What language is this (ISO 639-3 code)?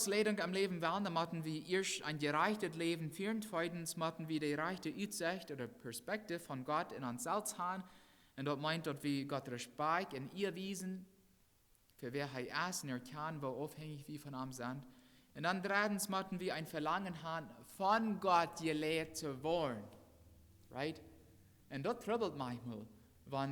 pdt